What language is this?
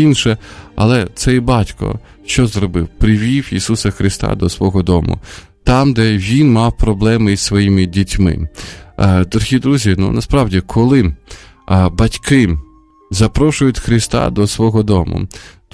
Ukrainian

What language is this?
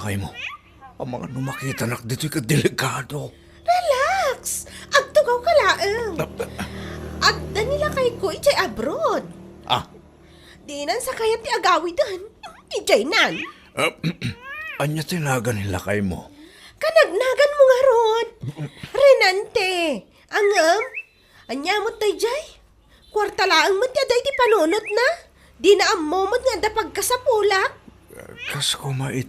Iloko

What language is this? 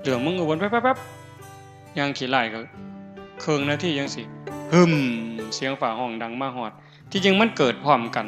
Northeastern Thai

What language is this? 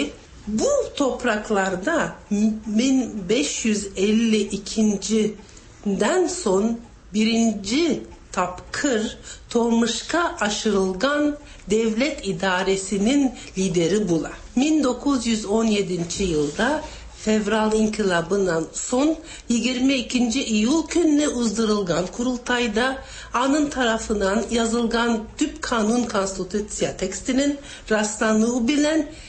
Tatar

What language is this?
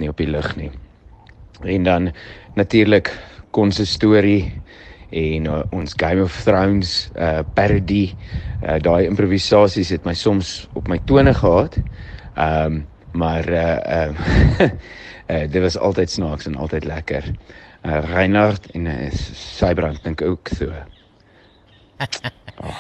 Afrikaans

